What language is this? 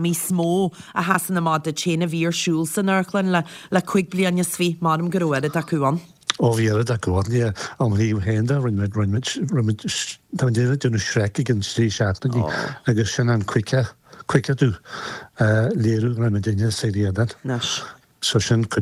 Irish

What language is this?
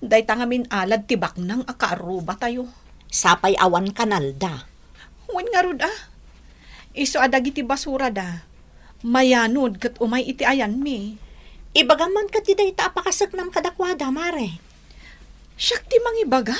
Iloko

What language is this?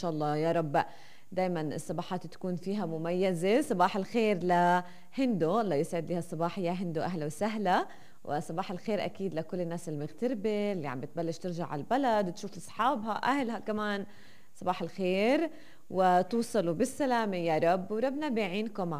North Levantine Arabic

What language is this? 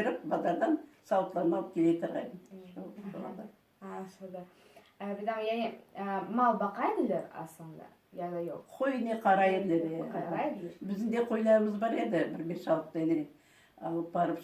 Crimean Tatar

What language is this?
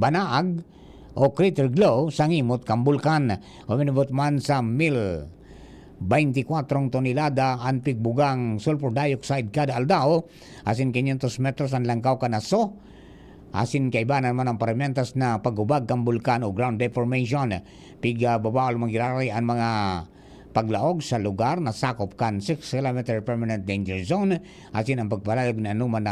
Bikol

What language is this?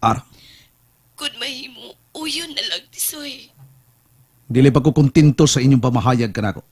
Cebuano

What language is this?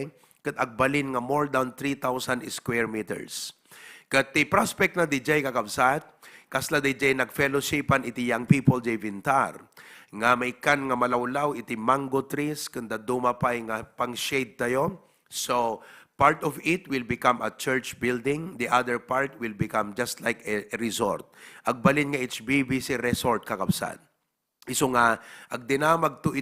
Iloko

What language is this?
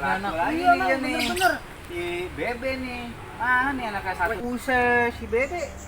Betawi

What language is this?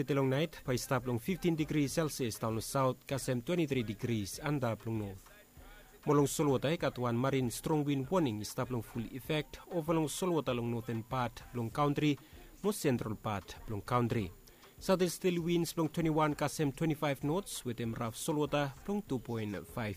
Bislama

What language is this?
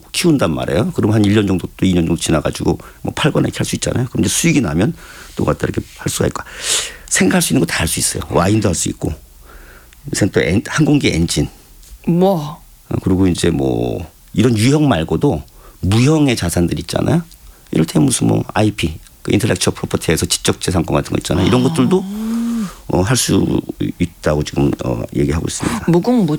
Korean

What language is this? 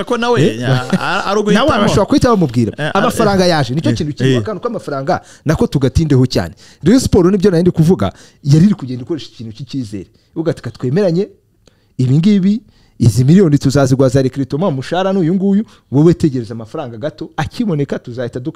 Kinyarwanda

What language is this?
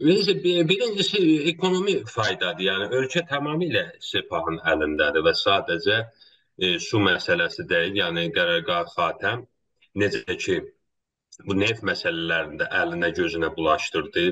South Azerbaijani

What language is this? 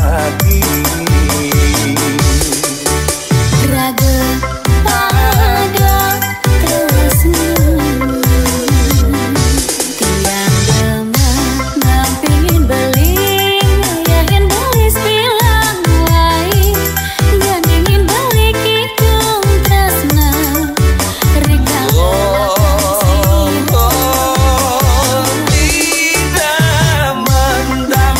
Balinese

